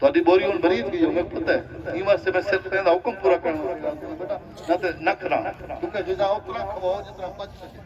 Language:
Saraiki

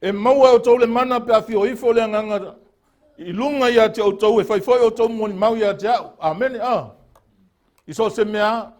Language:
Samoan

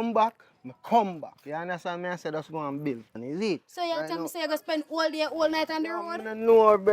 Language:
Jamaican Creole English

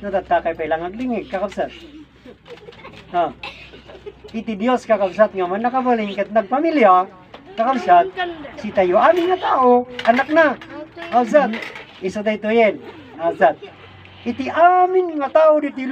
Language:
Iloko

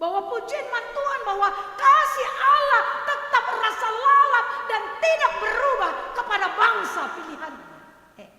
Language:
Batak Karo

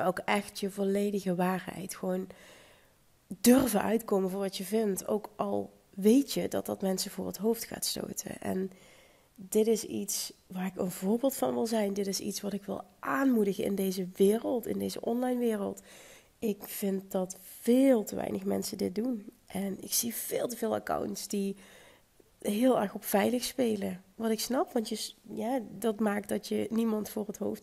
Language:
Dutch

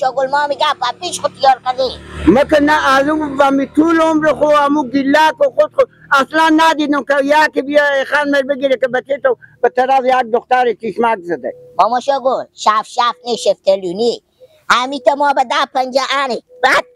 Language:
Persian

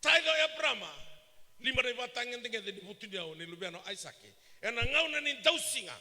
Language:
Fijian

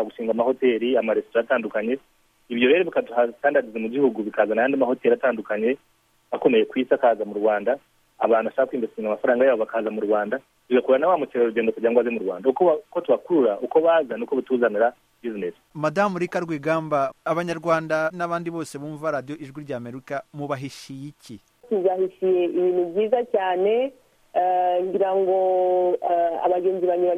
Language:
Kinyarwanda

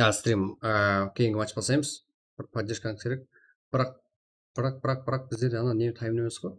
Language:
Kara-Kalpak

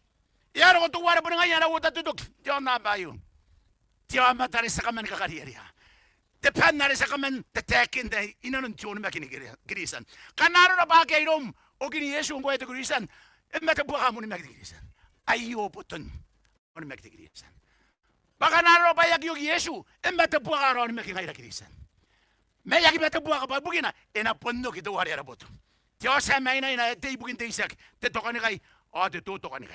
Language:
Gilbertese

